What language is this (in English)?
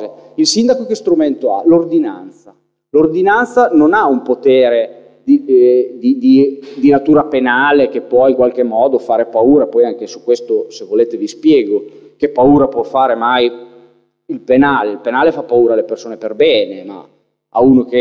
Italian